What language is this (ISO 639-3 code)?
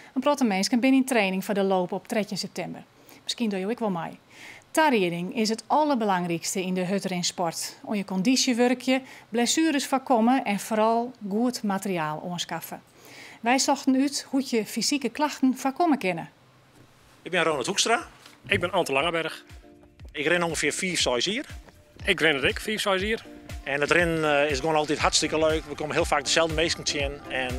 fry